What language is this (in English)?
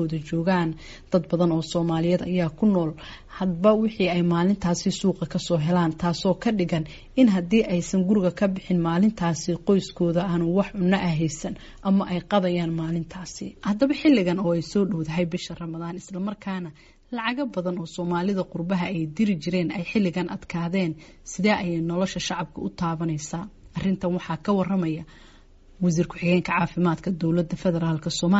Somali